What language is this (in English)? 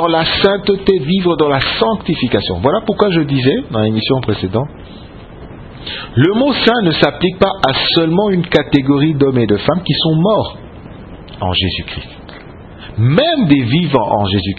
French